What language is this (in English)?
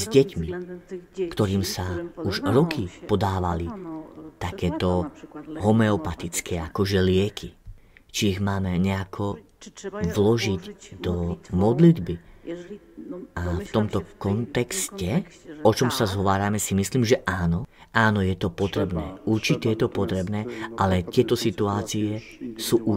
Slovak